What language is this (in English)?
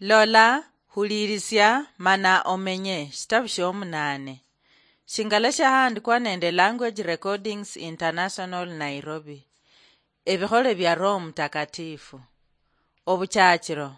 Luyia